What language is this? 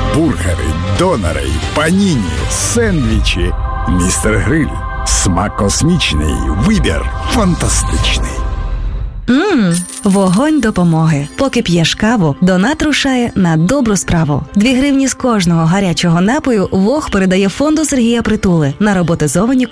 Ukrainian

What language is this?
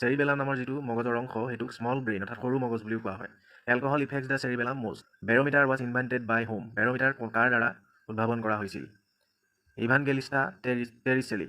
Assamese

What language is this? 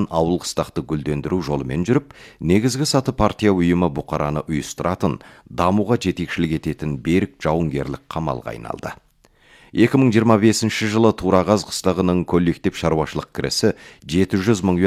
Kazakh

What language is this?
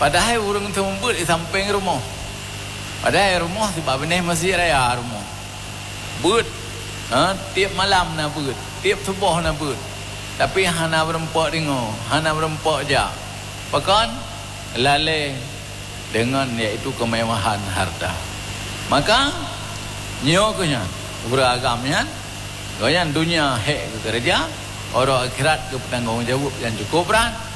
Achinese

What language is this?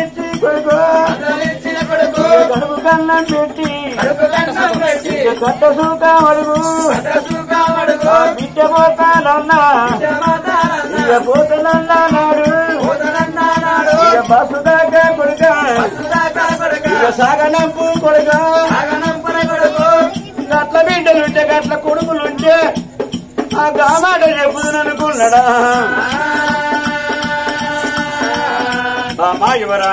Telugu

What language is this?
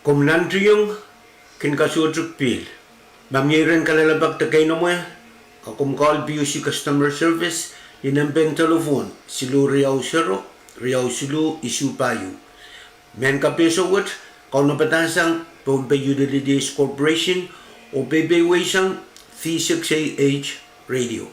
Pohnpeian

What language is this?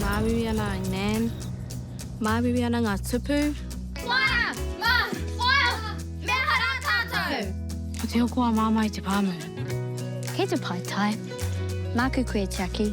Māori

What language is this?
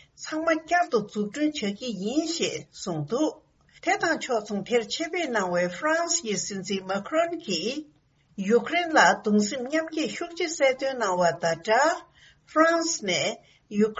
Tibetan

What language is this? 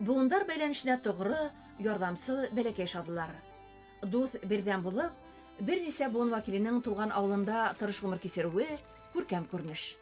Bashkir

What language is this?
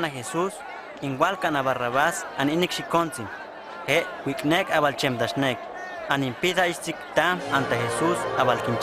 Huastec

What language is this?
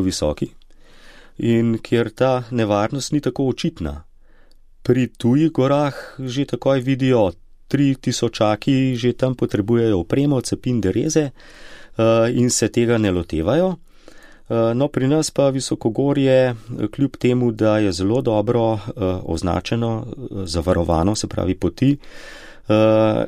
Slovenian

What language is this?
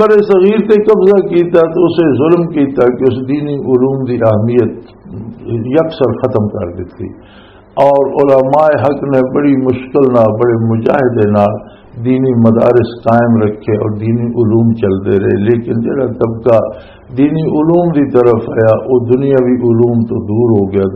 Western Panjabi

